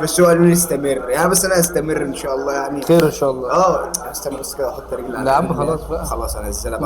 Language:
Egyptian Arabic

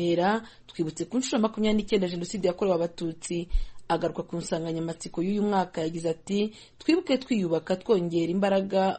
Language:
Kinyarwanda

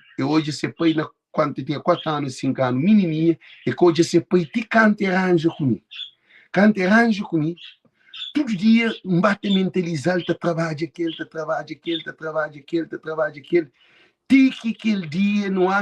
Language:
Kabuverdianu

